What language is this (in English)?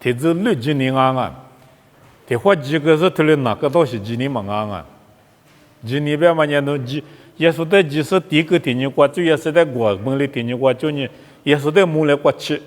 Lisu